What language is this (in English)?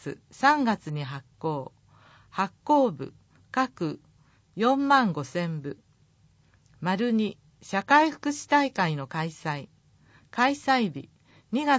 Japanese